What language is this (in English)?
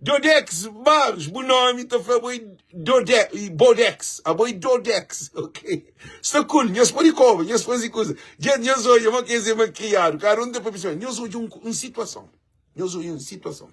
Kabuverdianu